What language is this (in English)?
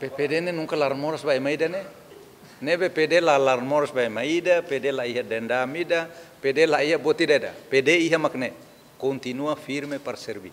Tetum